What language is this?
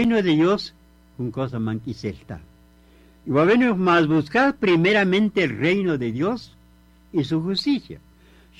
Kaqchikel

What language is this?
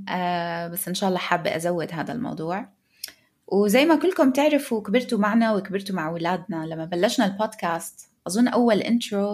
North Levantine Arabic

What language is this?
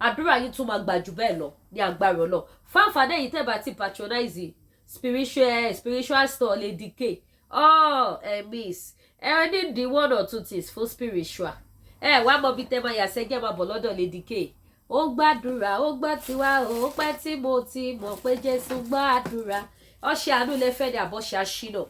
Yoruba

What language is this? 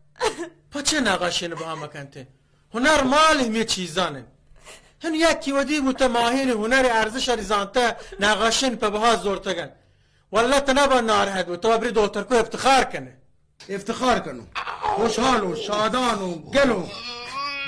Baluchi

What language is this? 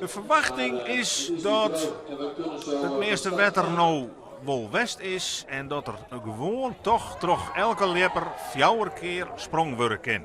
Western Frisian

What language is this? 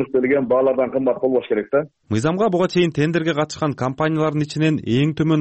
Kyrgyz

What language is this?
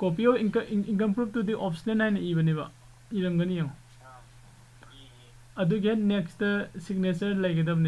Manipuri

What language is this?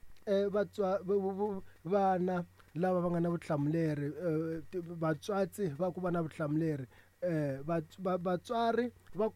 Tsonga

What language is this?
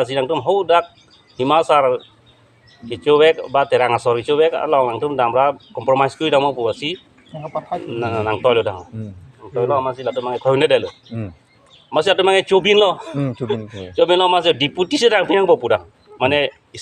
Karbi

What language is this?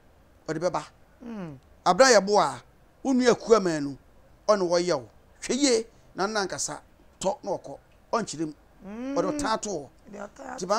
Akan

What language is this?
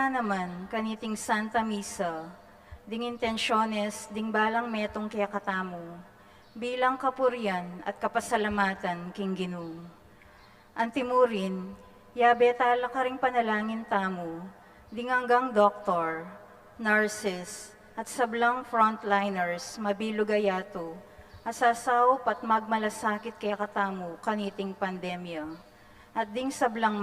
Pampanga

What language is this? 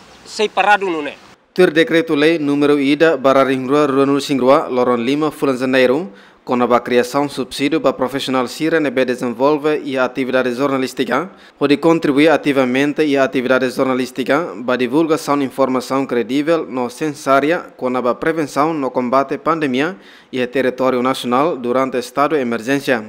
Tetum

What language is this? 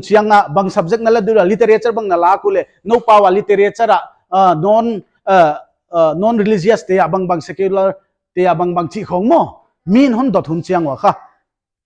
Paite Chin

